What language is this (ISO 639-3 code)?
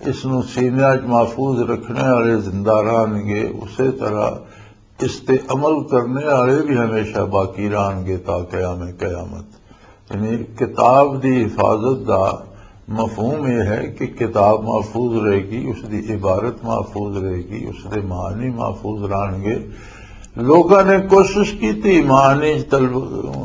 lah